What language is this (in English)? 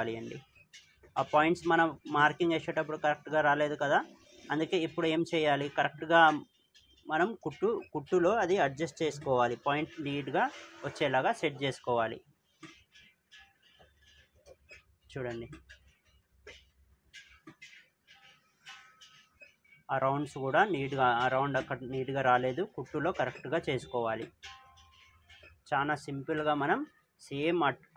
Telugu